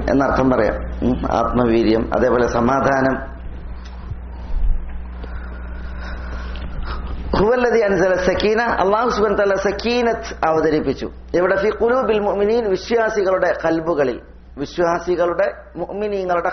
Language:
Malayalam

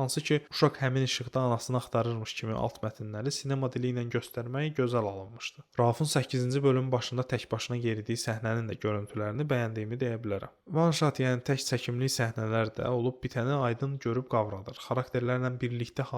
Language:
Azerbaijani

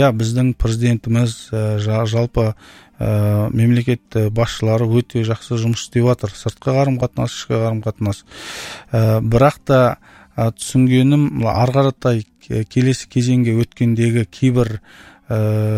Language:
Kazakh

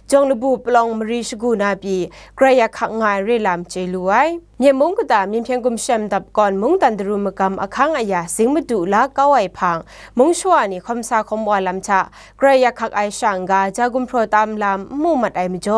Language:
Kachin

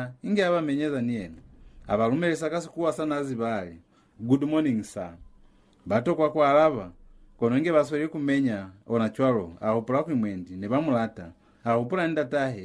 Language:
Lozi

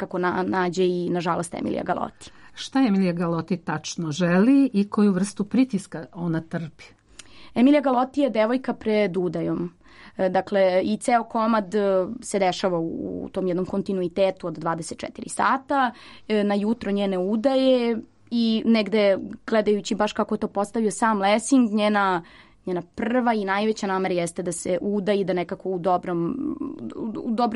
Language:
Serbian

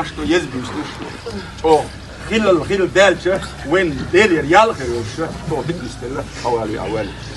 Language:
Ingush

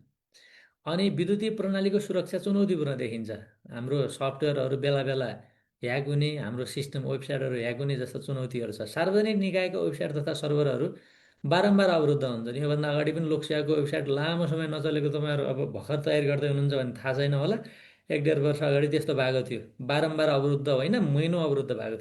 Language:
Nepali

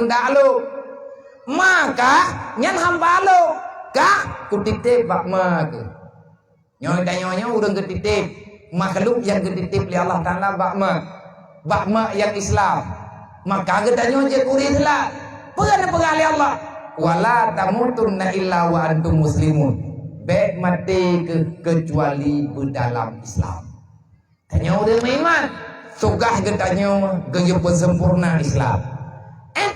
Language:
Achinese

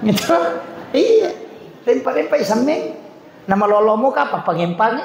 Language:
Buginese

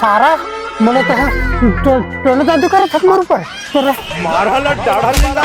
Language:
Chhattisgarhi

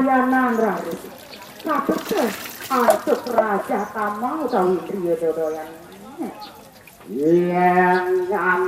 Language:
Balinese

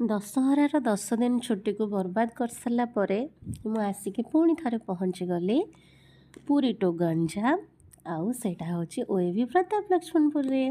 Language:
Odia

